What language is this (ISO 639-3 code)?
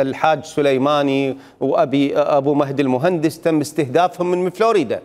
acm